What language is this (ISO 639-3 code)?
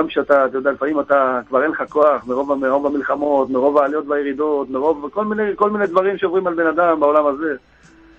heb